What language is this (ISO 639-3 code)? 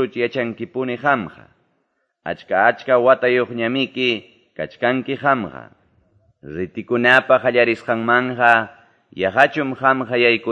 que